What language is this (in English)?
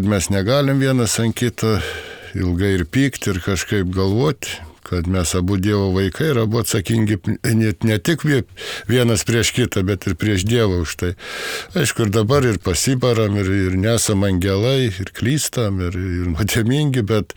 Lithuanian